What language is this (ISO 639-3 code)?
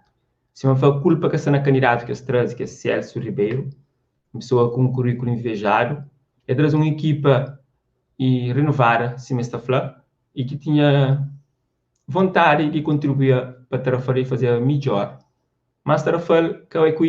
kea